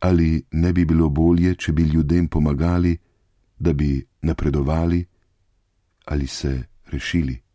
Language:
Slovenian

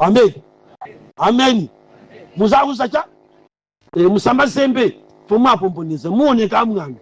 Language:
Nyanja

